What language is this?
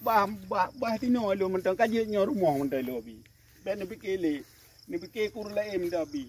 Achinese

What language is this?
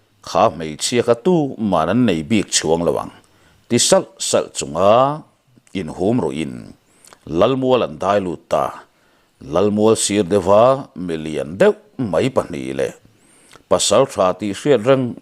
Mizo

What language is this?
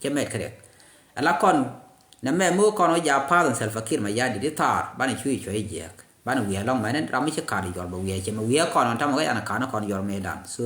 Nuer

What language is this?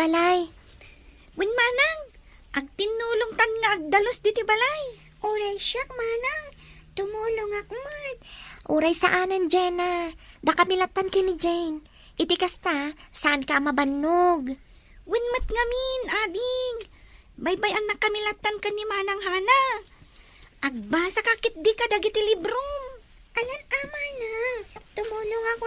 Iloko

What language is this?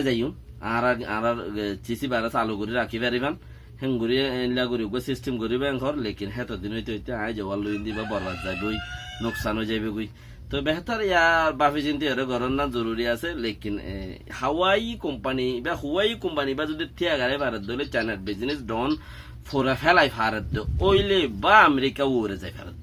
Rohingya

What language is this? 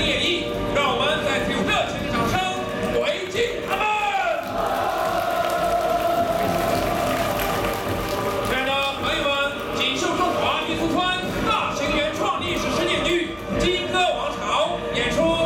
Chinese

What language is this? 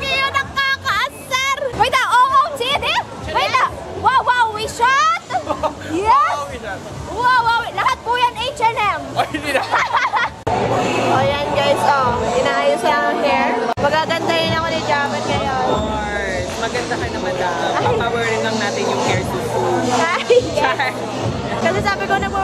Filipino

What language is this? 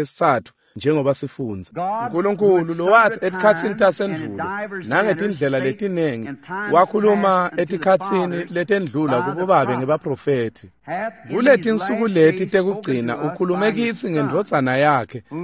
Swati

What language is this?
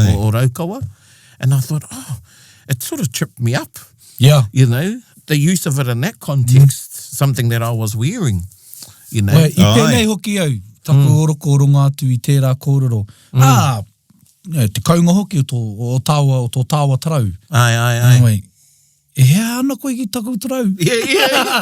Māori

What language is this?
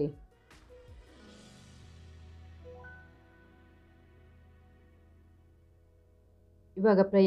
Kannada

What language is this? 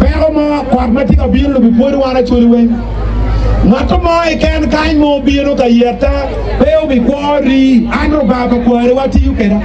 Acoli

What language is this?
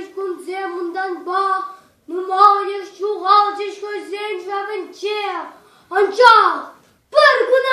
Chuvash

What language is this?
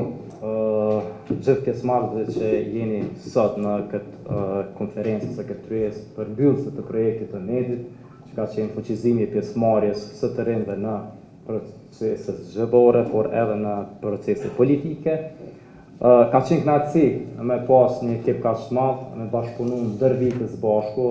Albanian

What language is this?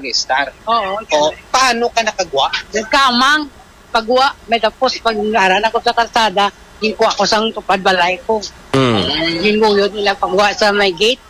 Hiligaynon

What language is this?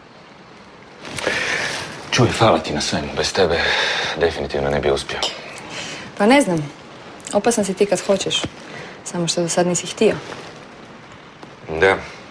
Croatian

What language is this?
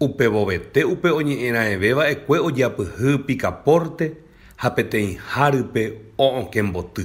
Guarani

